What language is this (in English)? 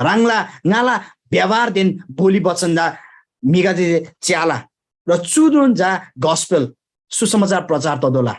Eastern Tamang